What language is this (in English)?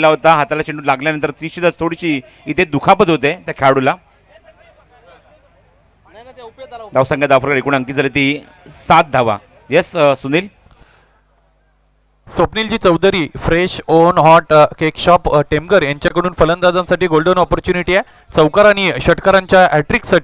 Marathi